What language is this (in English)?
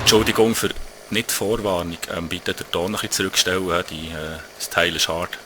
Swiss German